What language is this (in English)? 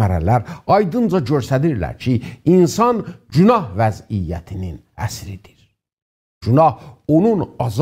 South Azerbaijani